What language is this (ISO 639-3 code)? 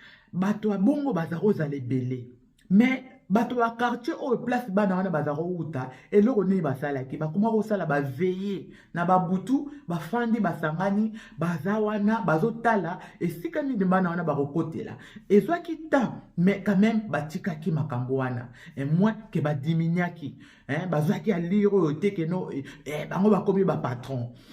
lin